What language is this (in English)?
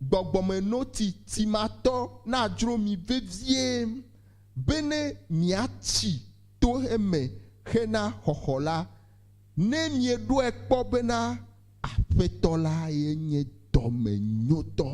Ewe